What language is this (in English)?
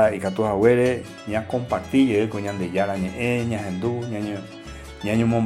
Guarani